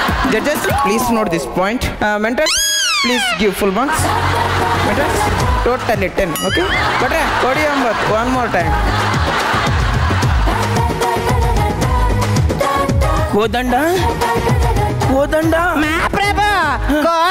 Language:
Kannada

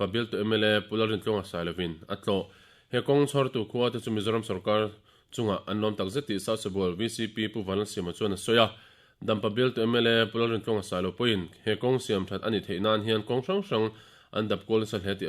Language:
Mizo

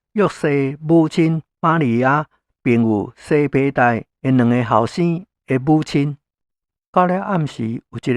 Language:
Min Nan Chinese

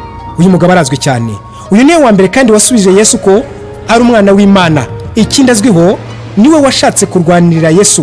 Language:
Kinyarwanda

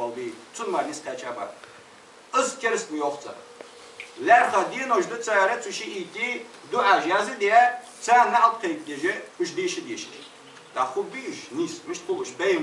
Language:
Ingush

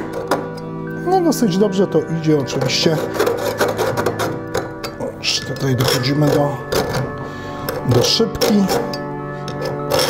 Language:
Polish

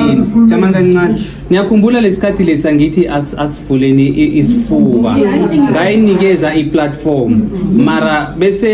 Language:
Zulu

